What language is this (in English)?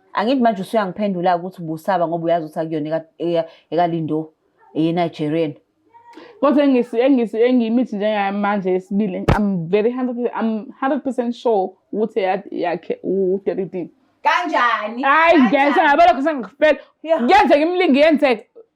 Zulu